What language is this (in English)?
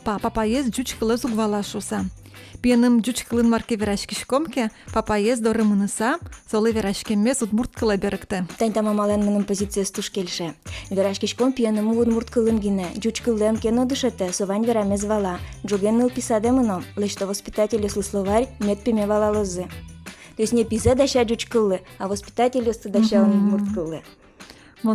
Udmurt